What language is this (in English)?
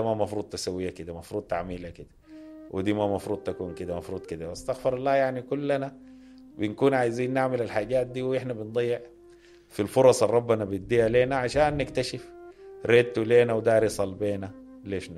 Sudanese Arabic